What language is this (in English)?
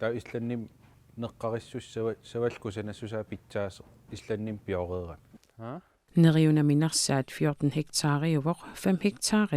Kalaallisut